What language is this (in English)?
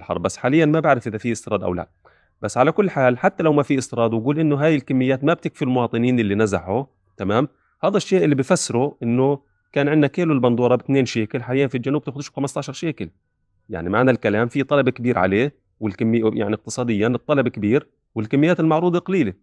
North Levantine Arabic